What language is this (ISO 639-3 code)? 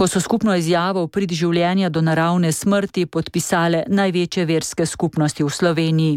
slv